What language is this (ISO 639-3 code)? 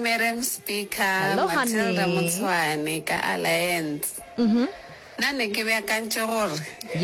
nso